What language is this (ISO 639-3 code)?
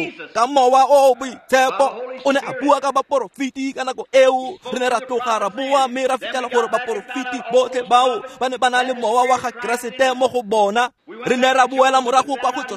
tsn